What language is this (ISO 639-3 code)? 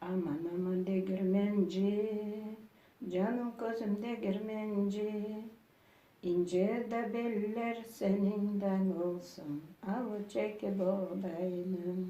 crh